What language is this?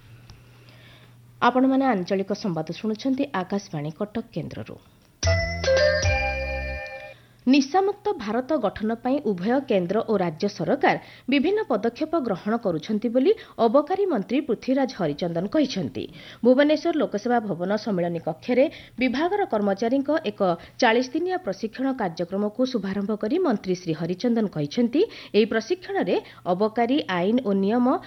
Odia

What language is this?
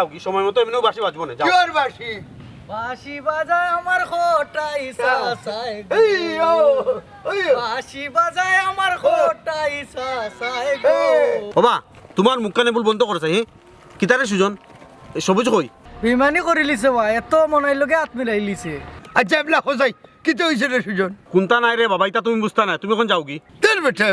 Sylheti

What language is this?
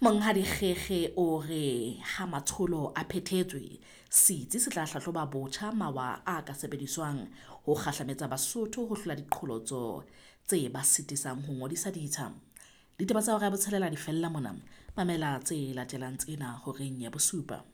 Southern Sotho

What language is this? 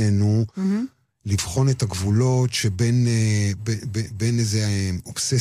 Hebrew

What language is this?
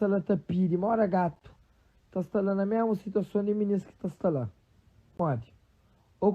Kabuverdianu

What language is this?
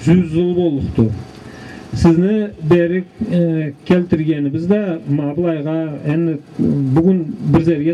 Karachay-Balkar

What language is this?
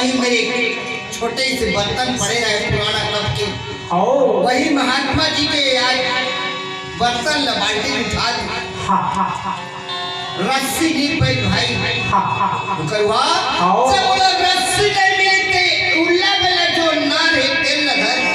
Chhattisgarhi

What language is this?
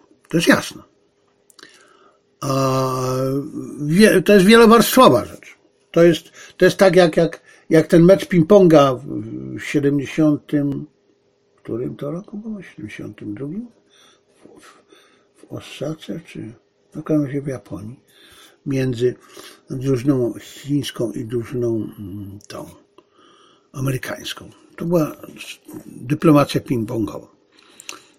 Polish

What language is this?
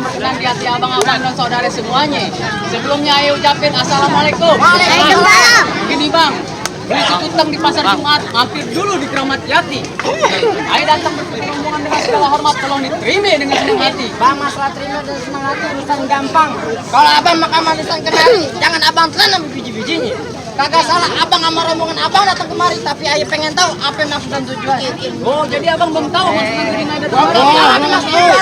Betawi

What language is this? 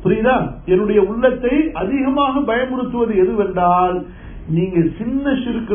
Tamil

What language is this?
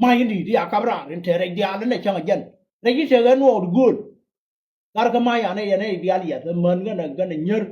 Nuer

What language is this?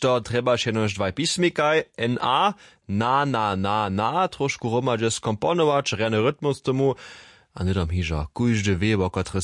Upper Sorbian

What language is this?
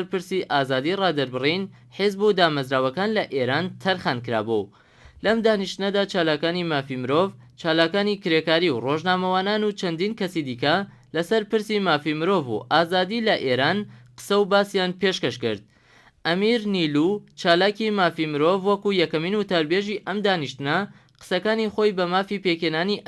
Central Kurdish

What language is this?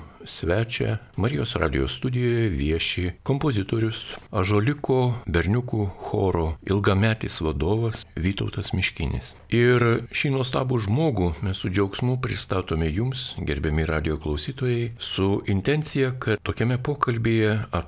Lithuanian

